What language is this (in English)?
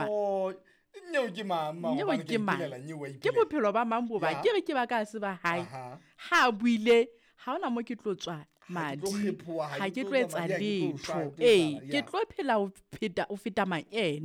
Southern Sotho